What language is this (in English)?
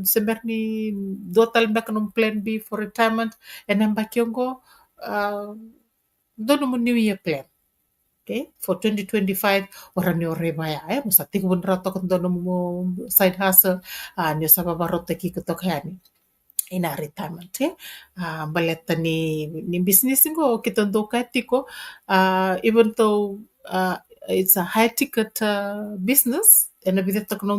Fijian